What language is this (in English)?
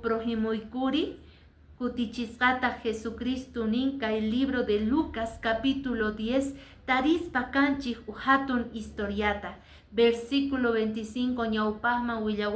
Quechua